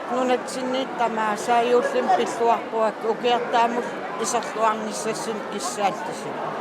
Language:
Kalaallisut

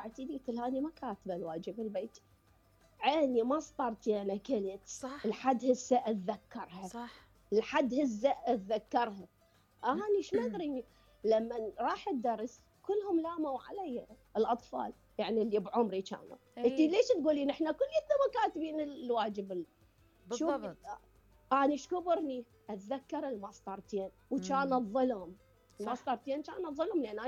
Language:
Mesopotamian Arabic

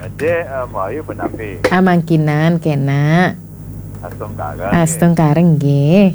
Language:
Balinese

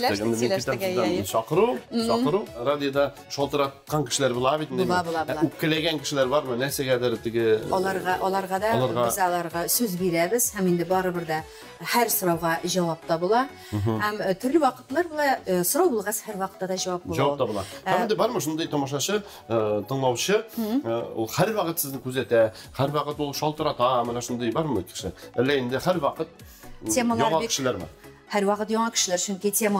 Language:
Tatar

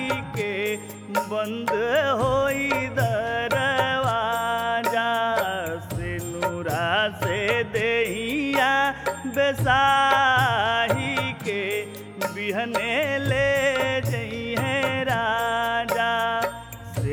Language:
Bhojpuri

